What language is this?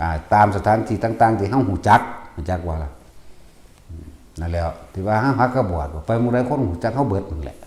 Northeastern Thai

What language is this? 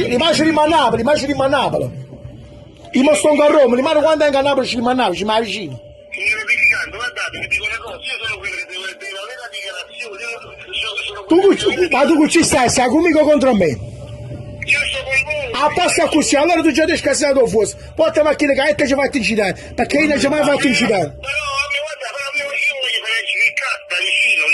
Neapolitan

